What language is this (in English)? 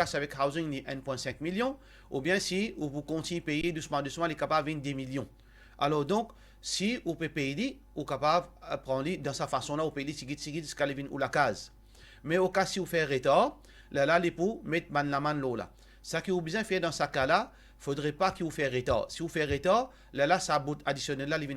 Morisyen